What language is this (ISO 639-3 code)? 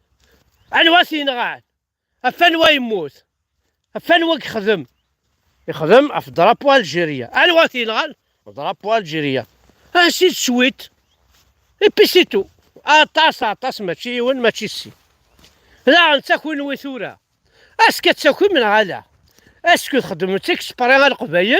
kab